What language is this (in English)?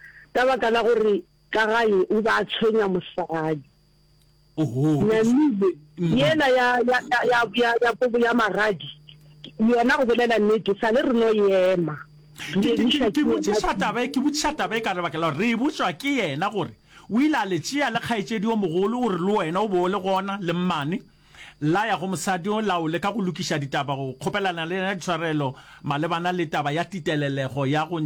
Northern Sotho